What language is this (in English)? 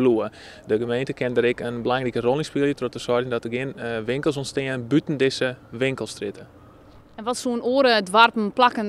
Western Frisian